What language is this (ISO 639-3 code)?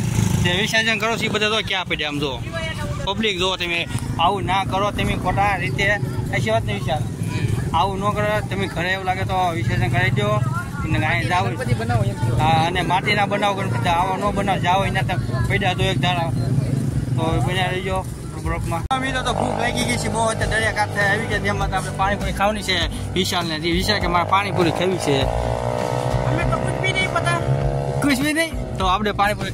guj